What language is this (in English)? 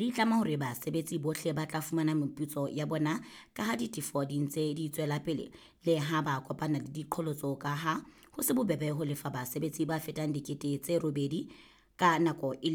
Southern Sotho